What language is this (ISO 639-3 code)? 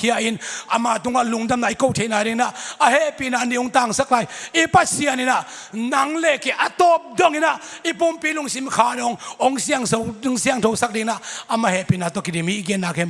ctd